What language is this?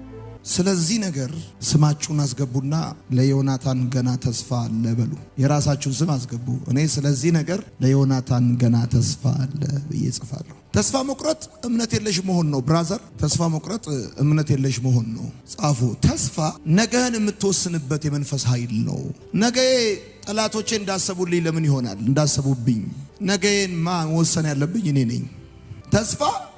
Amharic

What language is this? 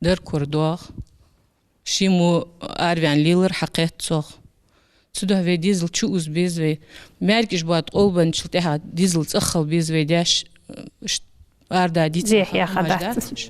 Ingush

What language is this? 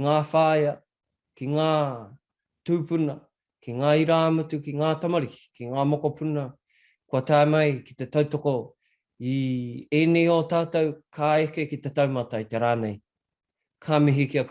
Māori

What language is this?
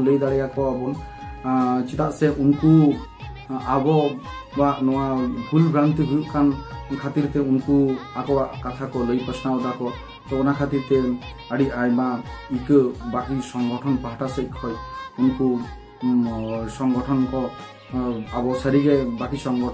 Santali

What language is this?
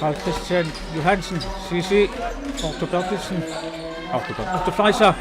Kalaallisut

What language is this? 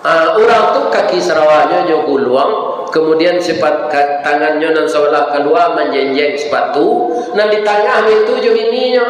Minangkabau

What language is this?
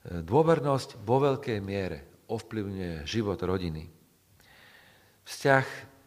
Slovak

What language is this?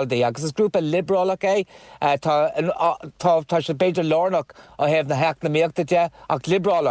Irish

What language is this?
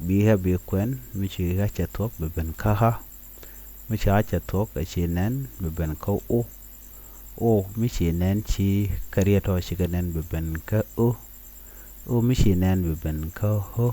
Nuer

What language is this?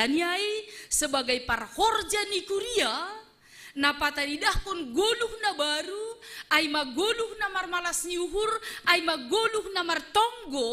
Batak Simalungun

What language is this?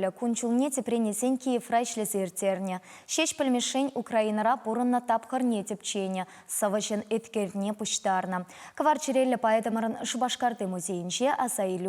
Chuvash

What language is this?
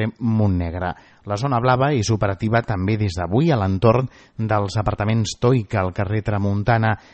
Catalan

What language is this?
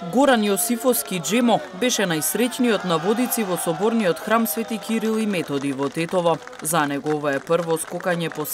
Macedonian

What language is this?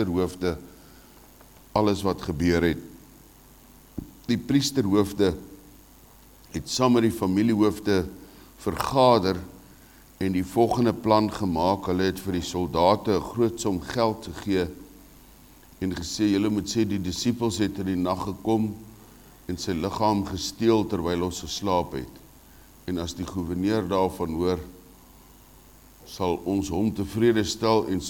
Afrikaans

